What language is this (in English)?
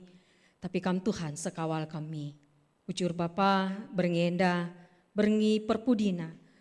Batak Karo